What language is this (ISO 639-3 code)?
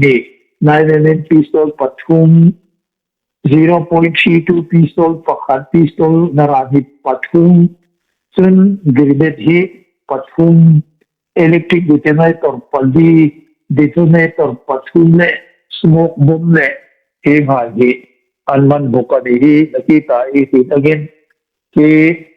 hmr